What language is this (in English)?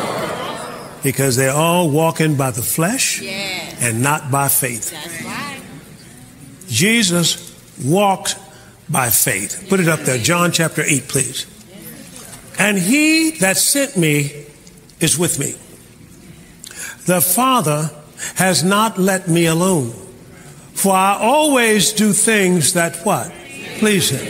English